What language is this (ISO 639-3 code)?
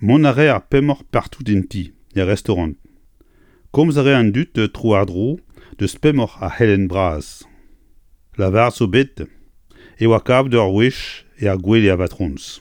bre